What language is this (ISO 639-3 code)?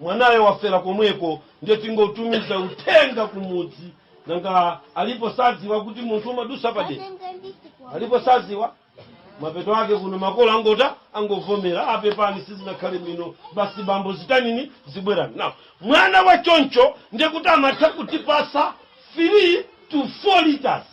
nya